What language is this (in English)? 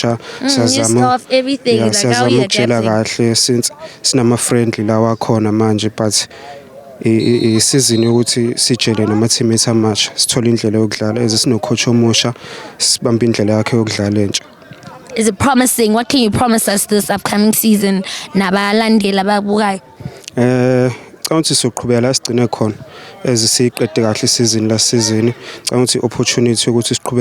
Zulu